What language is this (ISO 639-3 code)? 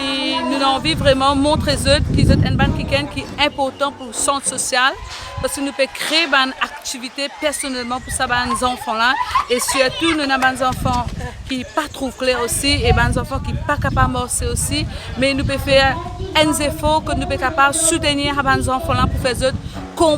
mfe